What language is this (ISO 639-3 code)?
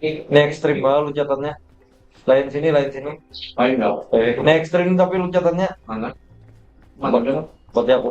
bjn